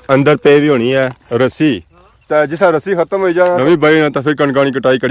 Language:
Pahari-Potwari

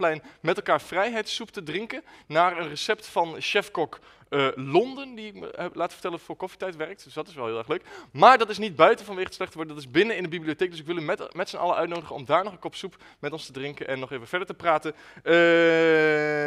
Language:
Dutch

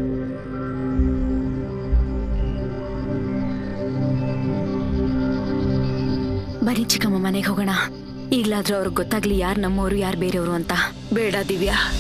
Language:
Kannada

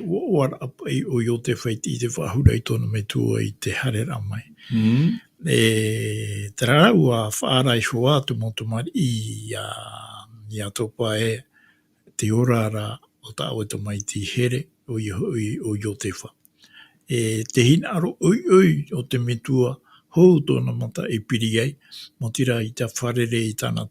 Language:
Tahitian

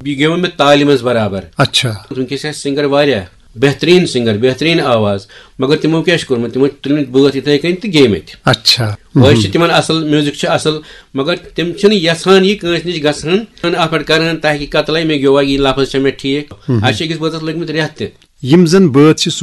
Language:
Kashmiri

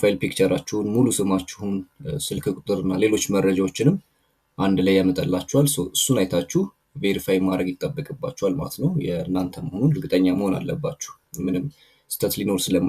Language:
Amharic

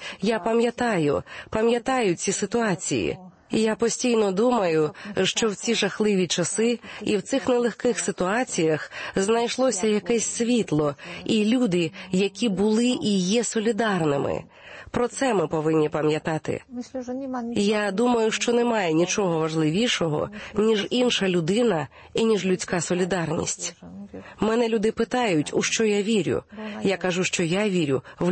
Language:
Ukrainian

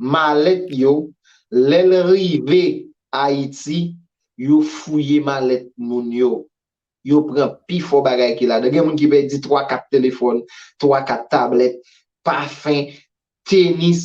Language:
Haitian Creole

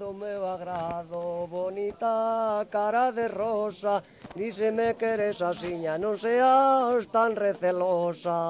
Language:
Galician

